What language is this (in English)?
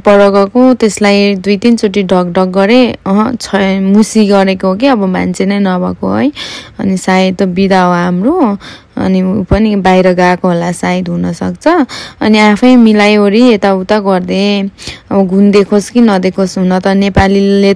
Nepali